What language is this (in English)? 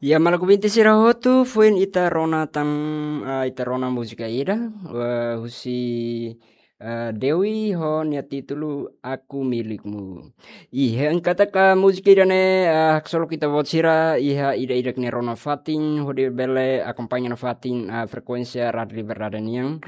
Tetum